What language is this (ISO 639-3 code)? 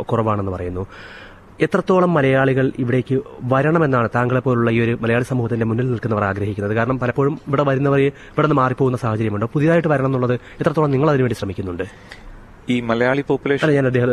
mal